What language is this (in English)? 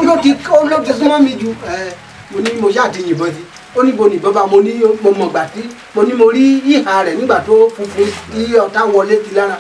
Yoruba